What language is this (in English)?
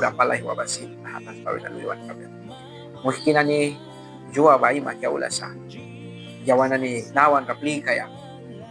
Mískito